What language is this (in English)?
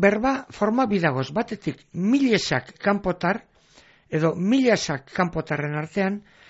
Basque